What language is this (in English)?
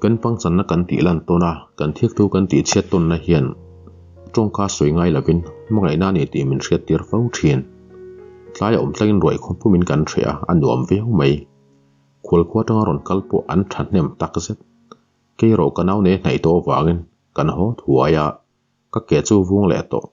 Mizo